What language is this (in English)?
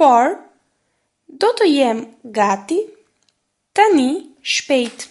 Albanian